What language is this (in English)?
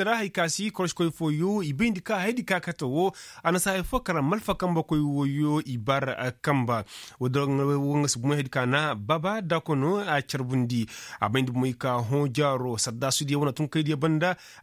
Koyraboro Senni